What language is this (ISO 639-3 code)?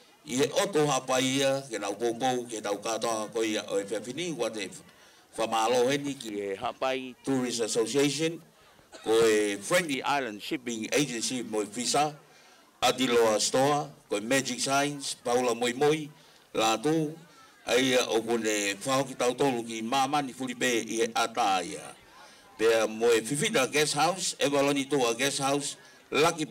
ton